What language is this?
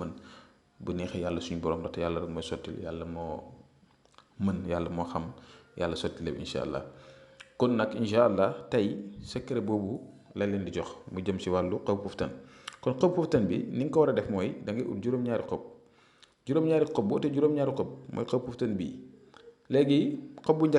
Wolof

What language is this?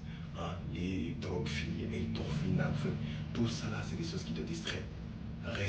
Wolof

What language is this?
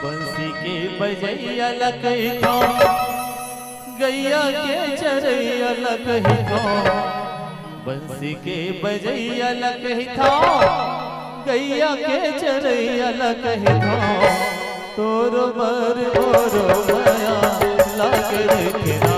Chhattisgarhi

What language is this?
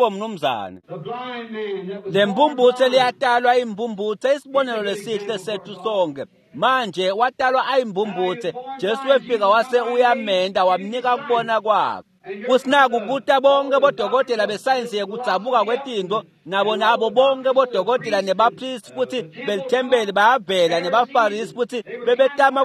Swati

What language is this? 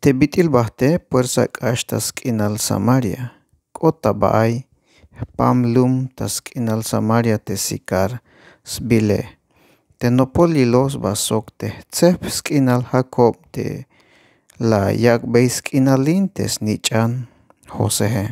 Tzeltal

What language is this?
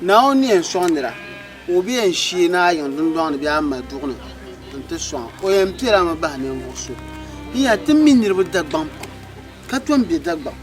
Dagbani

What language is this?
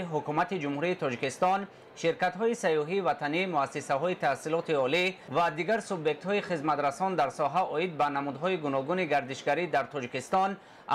Tajik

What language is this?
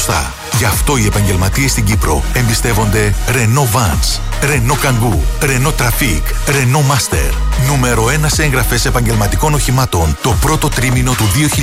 Greek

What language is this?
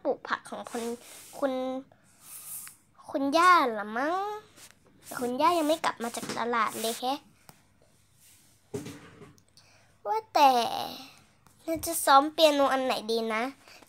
Thai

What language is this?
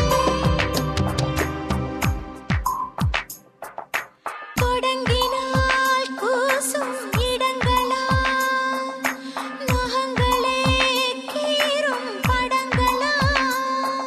Tamil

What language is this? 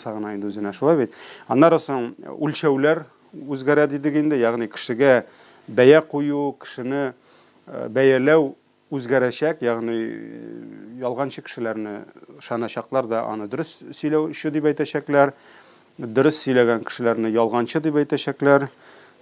Tatar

